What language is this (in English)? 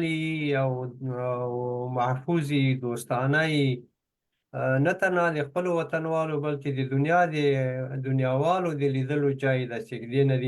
Pashto